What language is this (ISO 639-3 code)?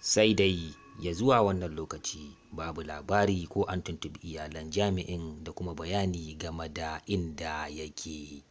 hau